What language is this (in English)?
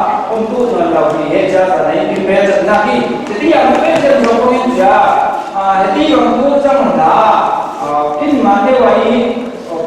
Falam Chin